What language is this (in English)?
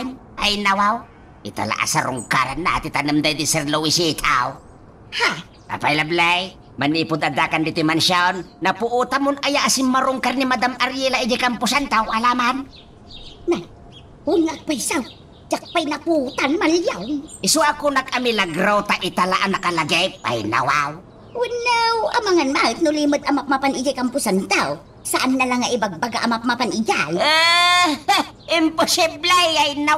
Iloko